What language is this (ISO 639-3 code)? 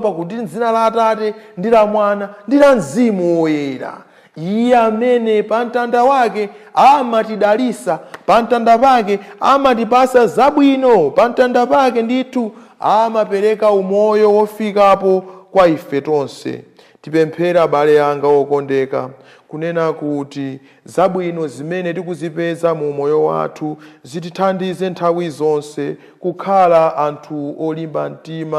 nya